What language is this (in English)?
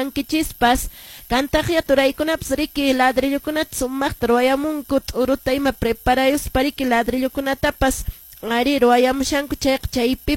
Quechua